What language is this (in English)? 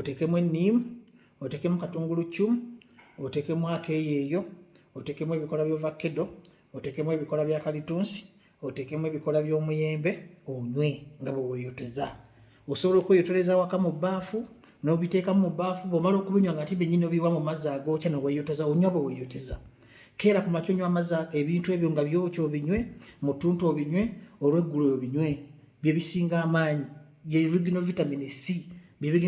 Ganda